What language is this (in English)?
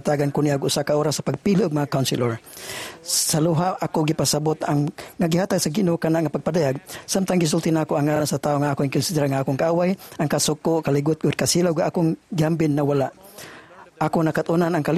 Cebuano